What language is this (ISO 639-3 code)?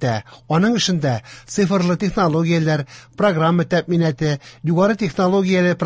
tat